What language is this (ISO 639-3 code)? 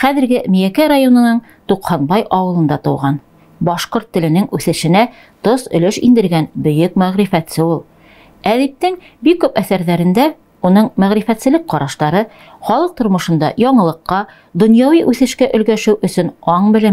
bak